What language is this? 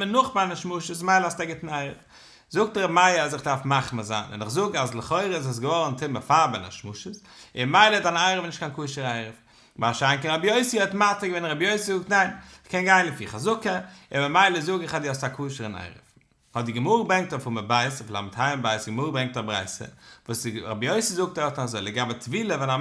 Yiddish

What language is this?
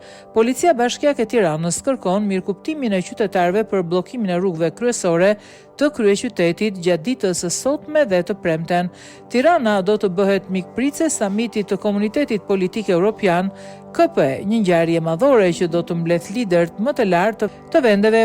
Albanian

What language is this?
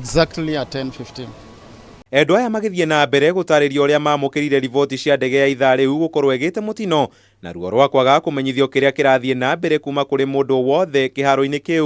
Kikuyu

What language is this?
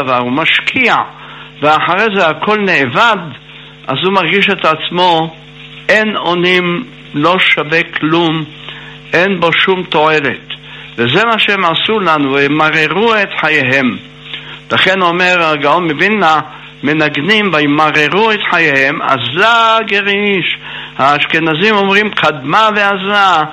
Hebrew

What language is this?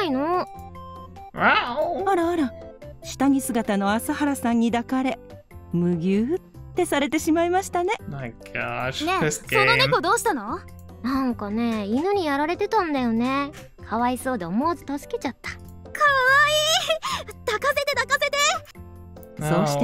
Japanese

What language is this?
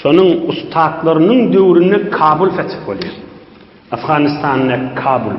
Turkmen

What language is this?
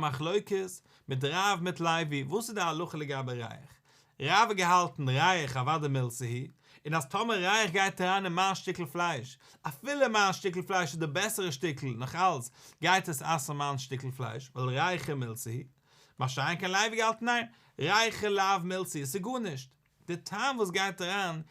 Yiddish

